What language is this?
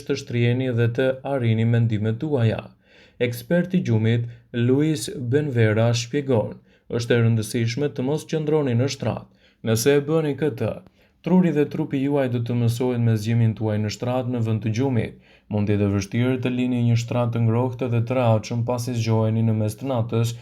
Albanian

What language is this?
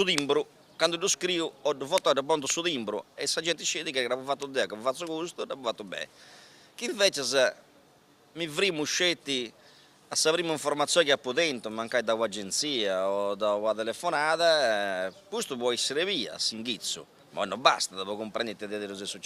Sardinian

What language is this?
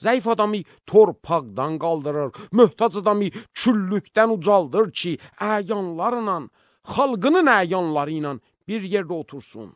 Azerbaijani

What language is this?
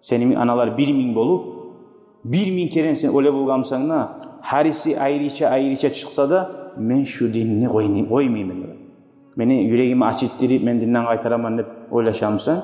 Kumyk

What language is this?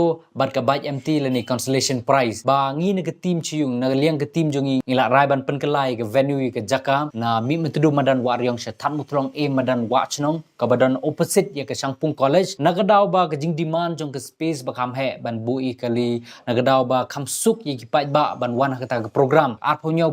Khasi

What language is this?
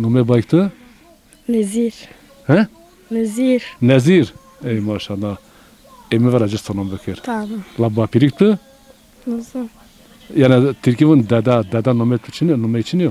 Zaza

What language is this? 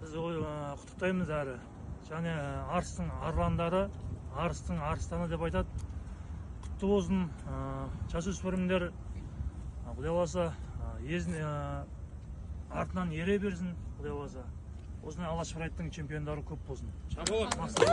Kazakh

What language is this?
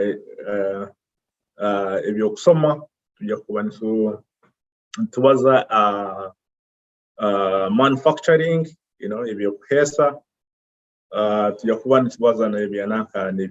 Nyoro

